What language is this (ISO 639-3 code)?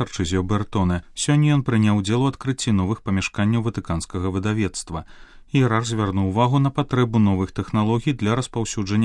bel